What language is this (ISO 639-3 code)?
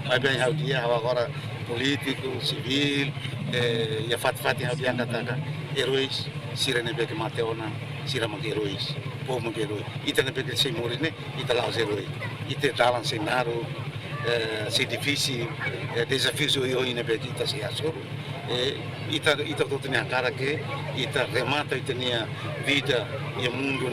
tet